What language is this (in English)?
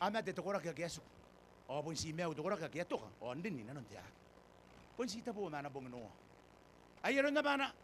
Gilbertese